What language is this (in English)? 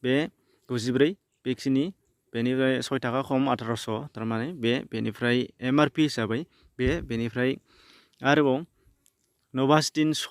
Bodo